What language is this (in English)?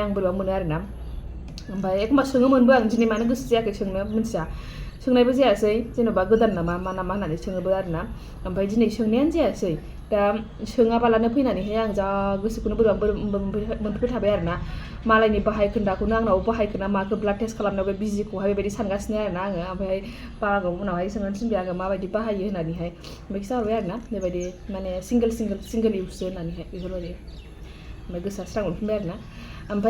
Bodo